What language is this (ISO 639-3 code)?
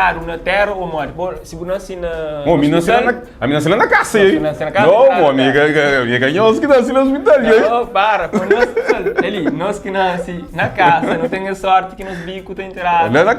kea